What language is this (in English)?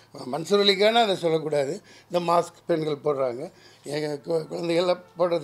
Tamil